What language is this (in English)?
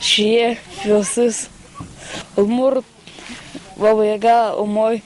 Udmurt